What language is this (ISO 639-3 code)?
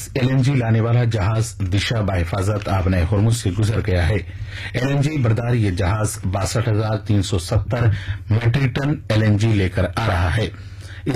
urd